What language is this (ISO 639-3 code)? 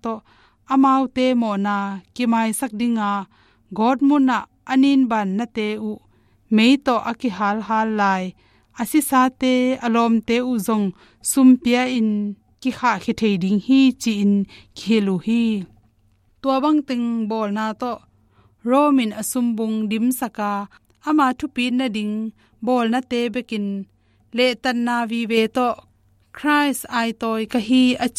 ctd